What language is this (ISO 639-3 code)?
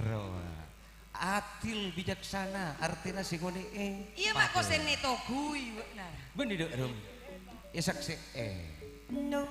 mad